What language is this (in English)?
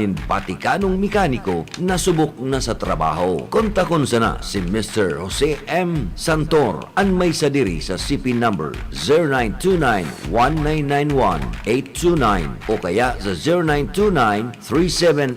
Bikol